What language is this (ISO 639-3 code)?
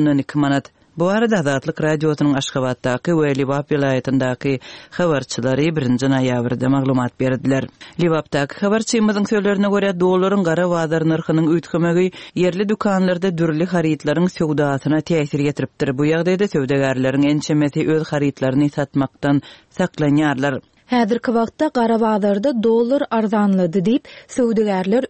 tuk